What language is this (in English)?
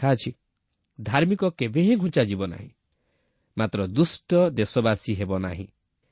Odia